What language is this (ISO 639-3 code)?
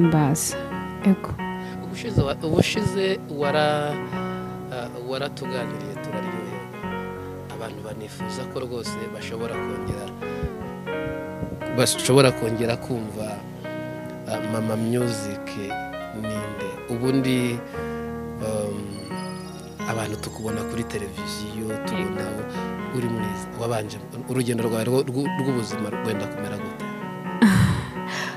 kin